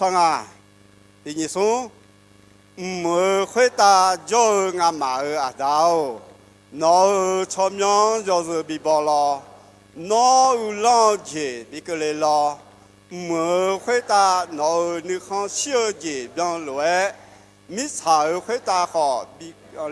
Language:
Akha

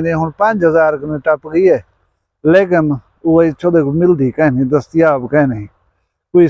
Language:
Saraiki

